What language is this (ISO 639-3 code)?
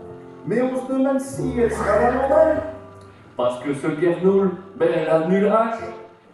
pcd